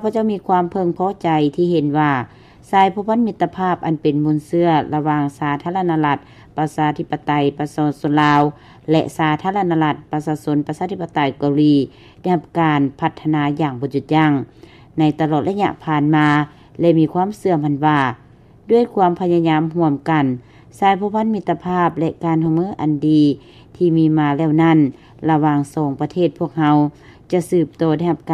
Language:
Lao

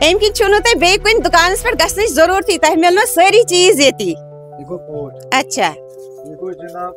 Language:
Kashmiri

